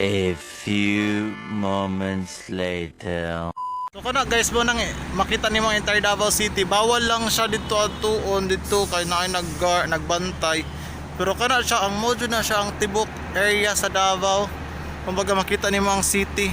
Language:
Cebuano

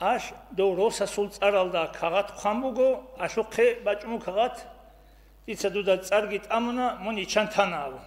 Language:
Avaric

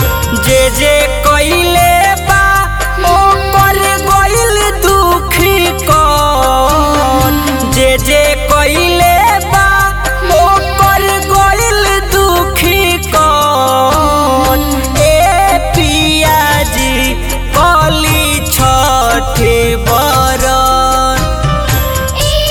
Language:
Bhojpuri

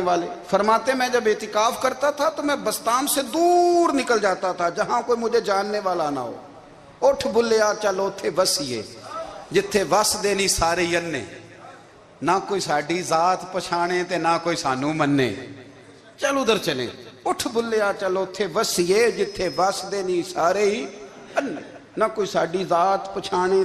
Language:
Urdu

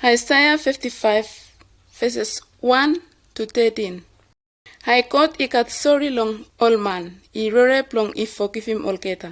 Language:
Bislama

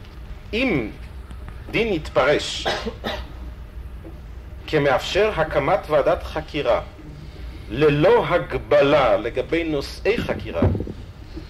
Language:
Hebrew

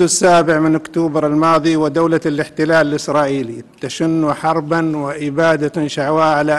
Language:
Arabic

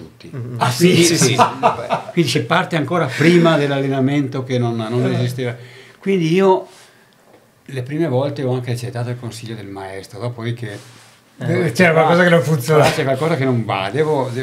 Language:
Italian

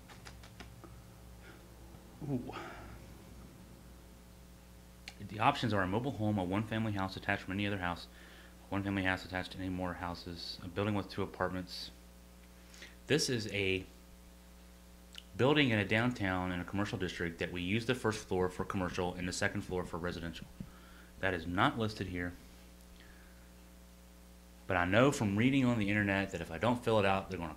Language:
English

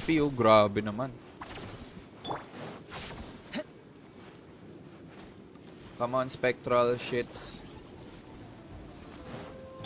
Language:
Filipino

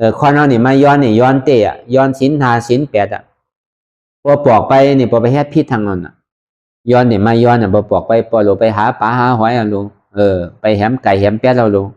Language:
Shan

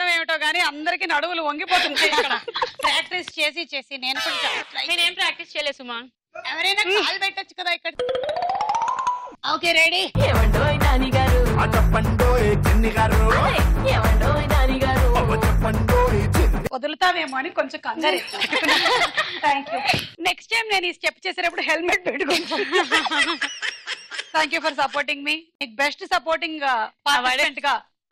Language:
Telugu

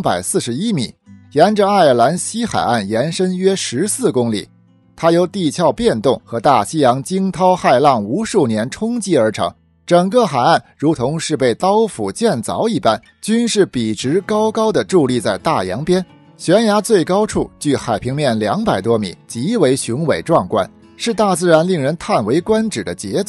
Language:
Chinese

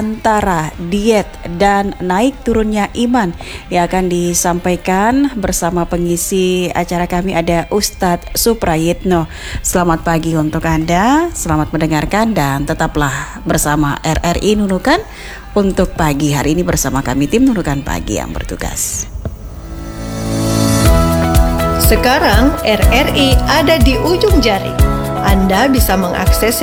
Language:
Indonesian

